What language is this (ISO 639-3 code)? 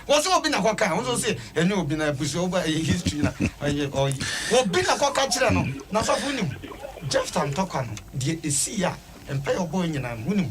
aka